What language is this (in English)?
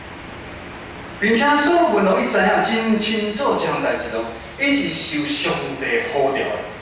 Min Nan Chinese